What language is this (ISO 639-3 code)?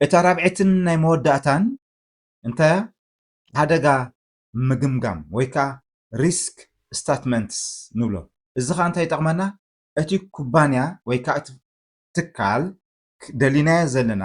tir